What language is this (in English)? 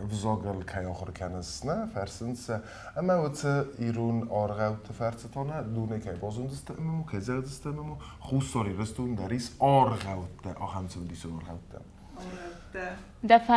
Ossetic